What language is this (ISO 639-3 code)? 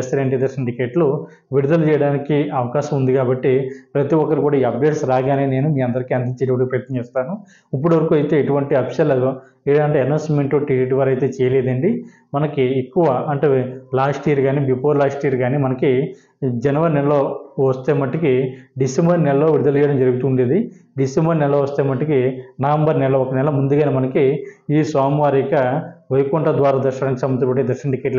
tel